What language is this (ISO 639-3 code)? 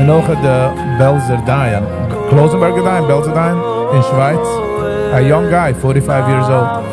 yid